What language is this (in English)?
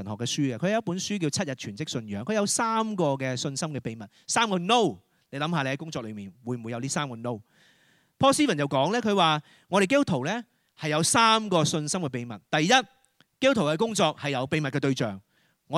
Cantonese